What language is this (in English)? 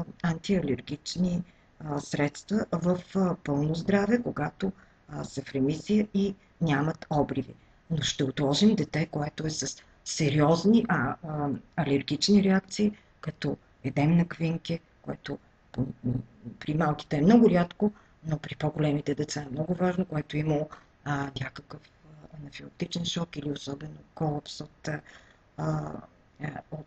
Bulgarian